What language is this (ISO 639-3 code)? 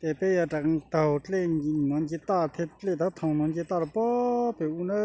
hmn